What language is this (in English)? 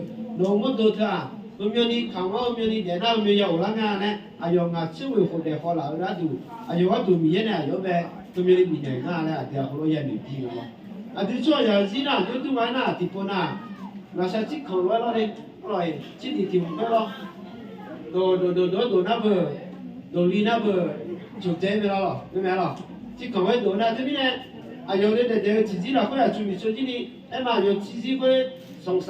Akha